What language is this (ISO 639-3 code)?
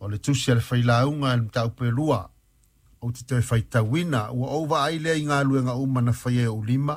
smo